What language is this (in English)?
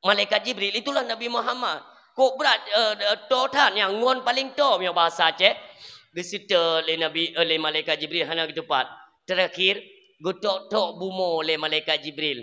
Achinese